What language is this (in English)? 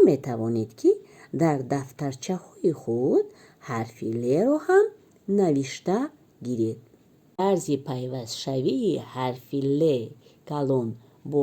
Tajik